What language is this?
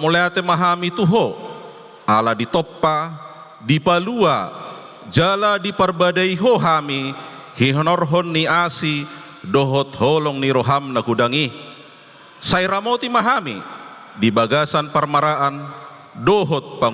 Batak Toba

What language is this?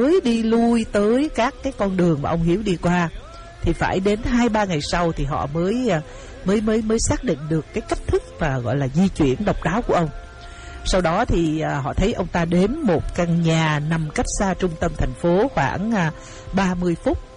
Vietnamese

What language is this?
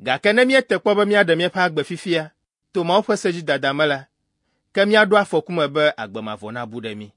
Ewe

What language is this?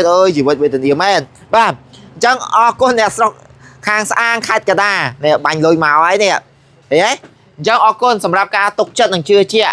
Khmer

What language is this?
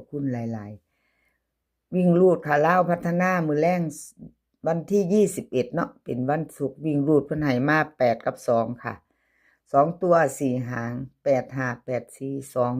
Northeastern Thai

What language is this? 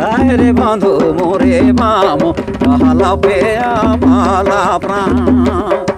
Sadri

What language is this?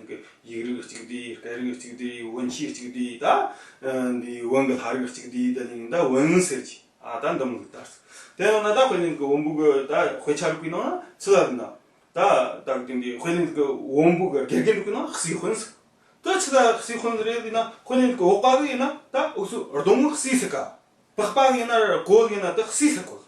Tibetan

